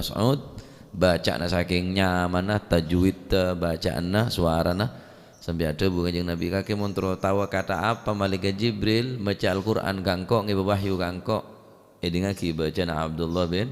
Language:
Madurese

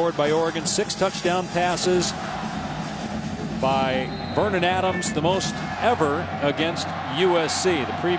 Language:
English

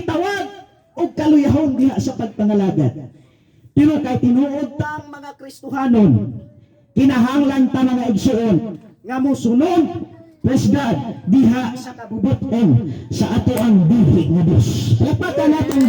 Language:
Cebuano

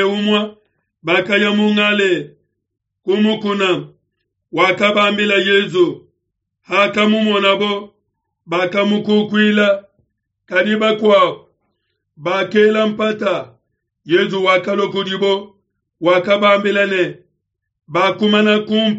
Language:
Luba-Lulua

